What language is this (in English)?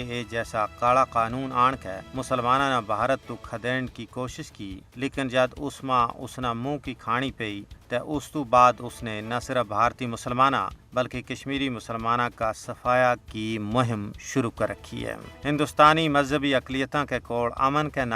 Gujari